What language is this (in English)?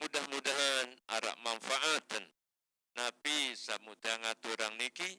Sasak